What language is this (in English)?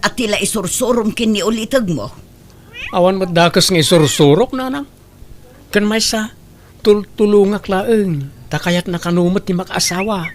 Iloko